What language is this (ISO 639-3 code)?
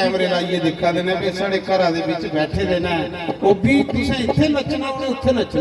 doi